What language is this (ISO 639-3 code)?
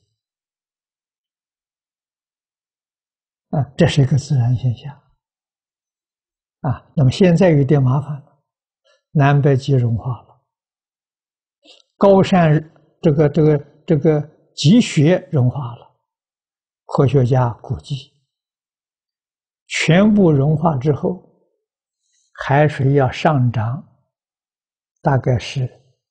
zho